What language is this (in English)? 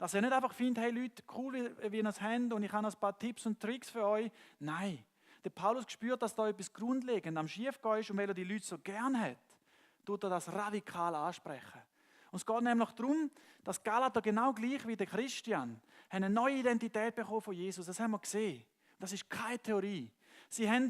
Swiss German